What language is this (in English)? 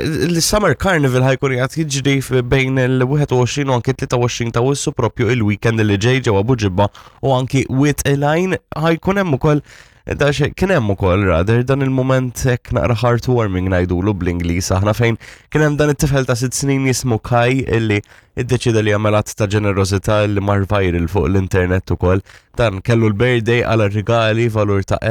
Maltese